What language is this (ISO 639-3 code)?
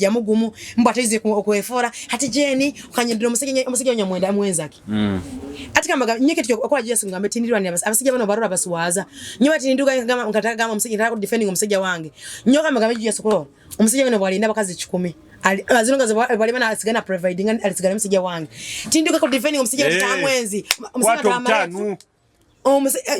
nyo